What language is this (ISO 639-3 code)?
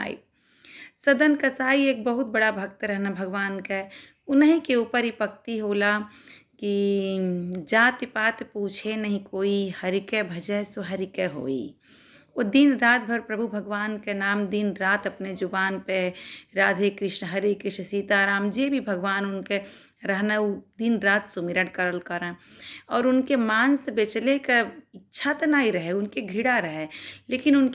bho